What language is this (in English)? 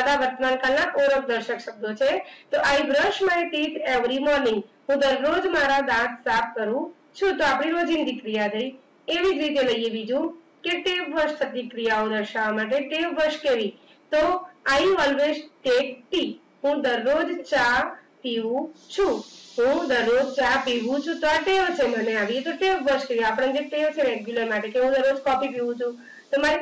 Gujarati